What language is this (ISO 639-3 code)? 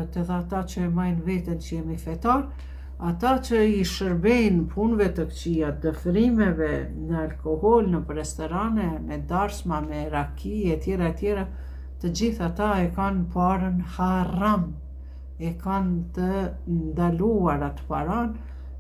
sqi